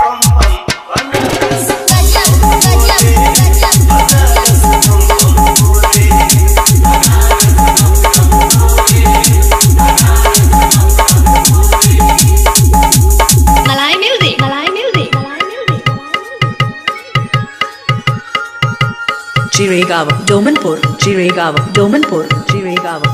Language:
Bhojpuri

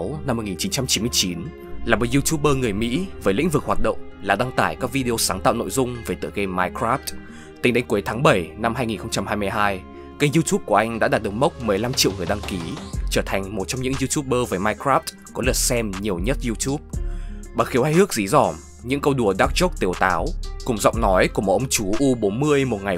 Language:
Vietnamese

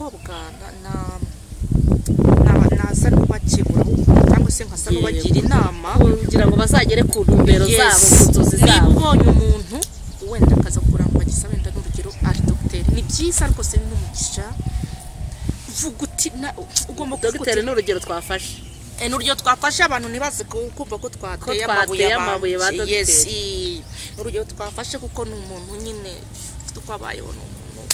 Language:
Kinyarwanda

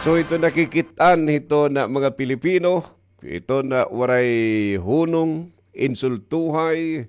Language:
Waray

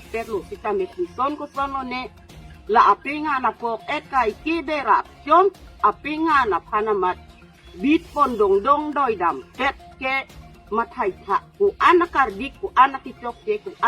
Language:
Karbi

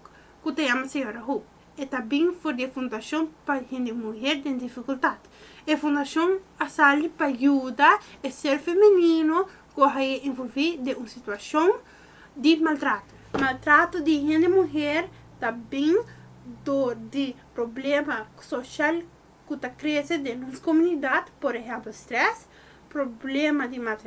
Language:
Papiamento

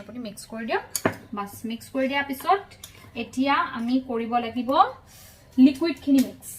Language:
Assamese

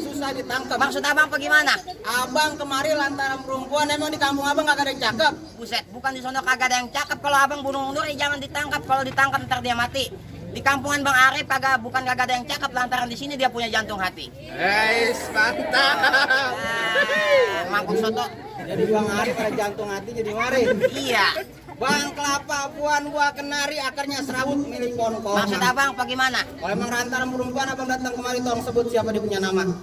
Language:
Betawi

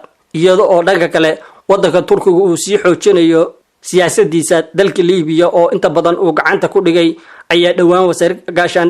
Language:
Somali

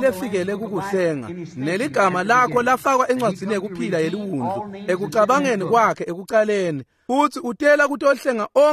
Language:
Swati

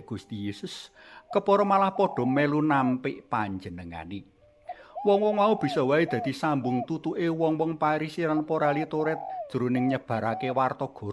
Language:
Javanese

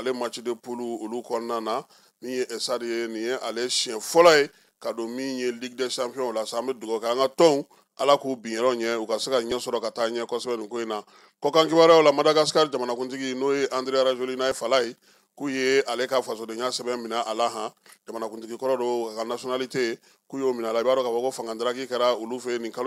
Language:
Bambara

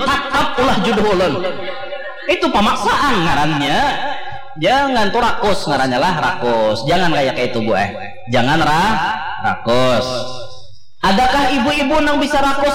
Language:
Banjar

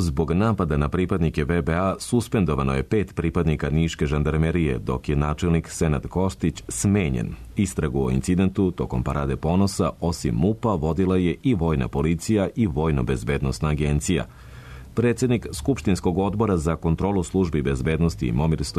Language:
Serbian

